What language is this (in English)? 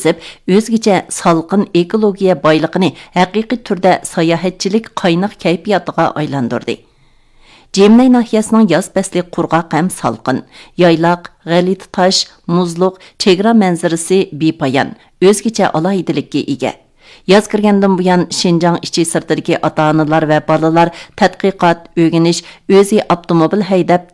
Uyghur